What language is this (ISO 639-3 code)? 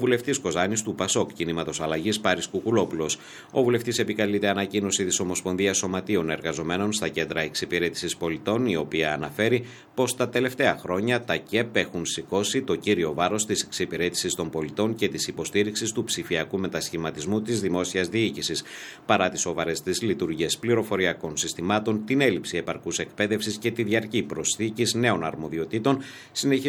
ell